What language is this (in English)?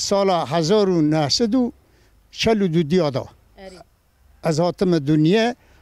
Kurdish